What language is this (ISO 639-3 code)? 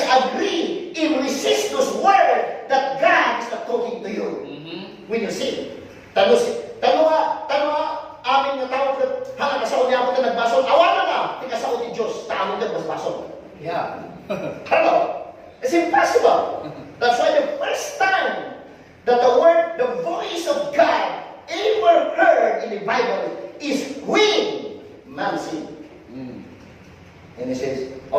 ilo